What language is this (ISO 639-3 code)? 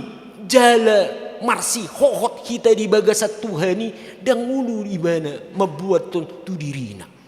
bbc